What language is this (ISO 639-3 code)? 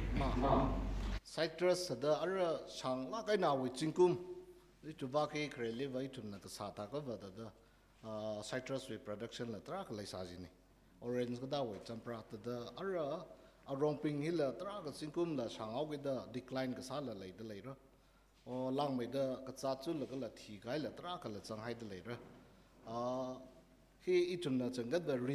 nmf